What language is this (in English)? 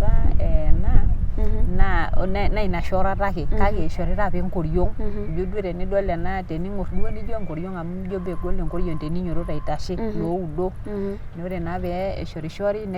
Masai